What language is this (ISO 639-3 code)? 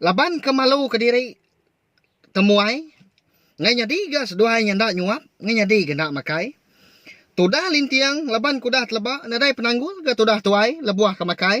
iba